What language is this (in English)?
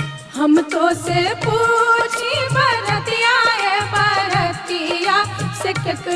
Bhojpuri